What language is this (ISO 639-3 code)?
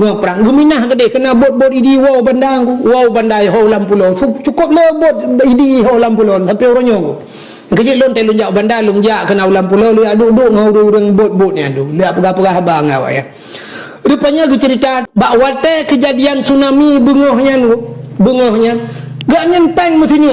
ace